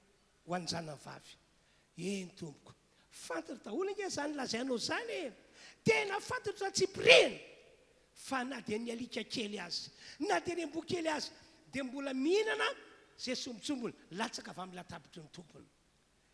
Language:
Malagasy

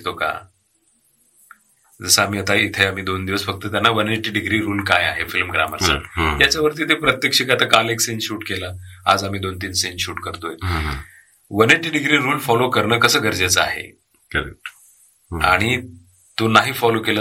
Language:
Marathi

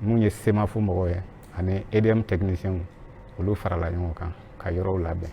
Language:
Bambara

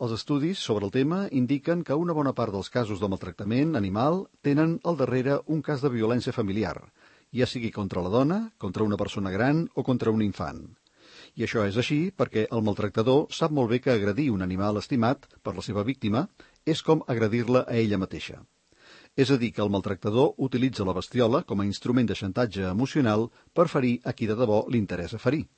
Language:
Catalan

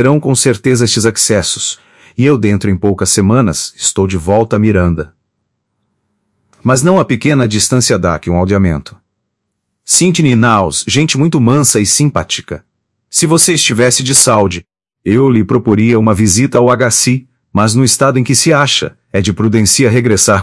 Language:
Portuguese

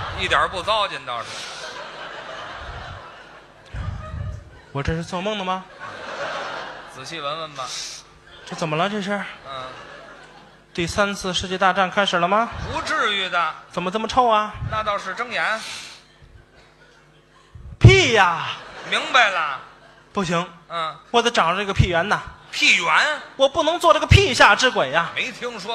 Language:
Chinese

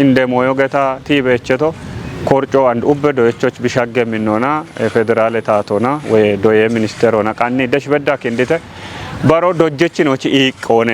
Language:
Kafa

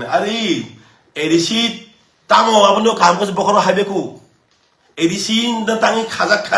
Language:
Kok Borok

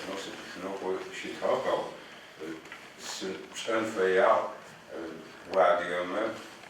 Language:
Adyghe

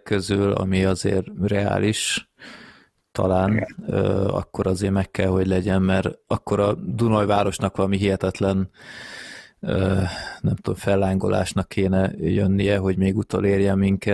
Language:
Hungarian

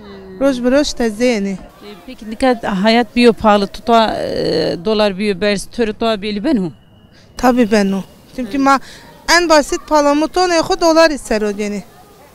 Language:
Zaza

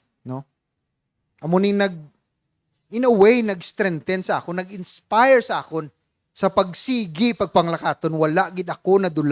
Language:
Hiligaynon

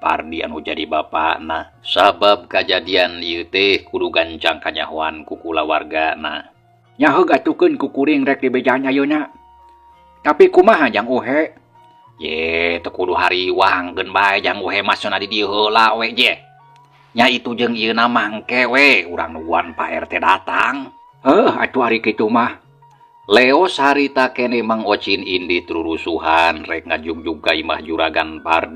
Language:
Sundanese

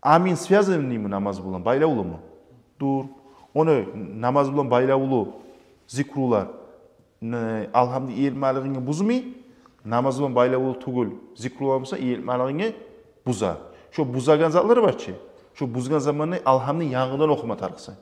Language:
Kumyk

